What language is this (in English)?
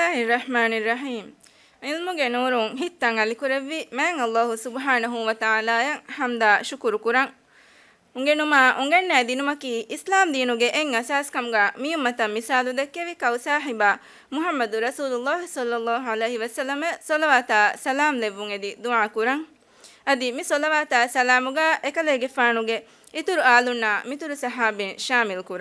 Divehi